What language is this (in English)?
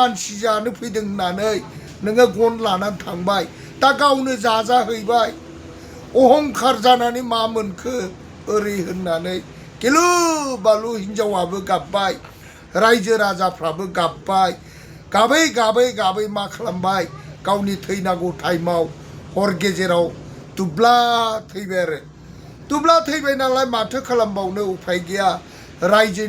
Bodo